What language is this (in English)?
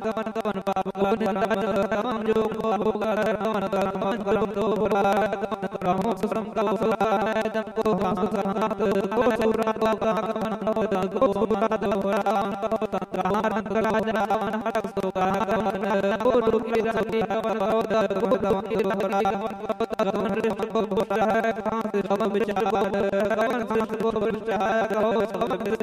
Hindi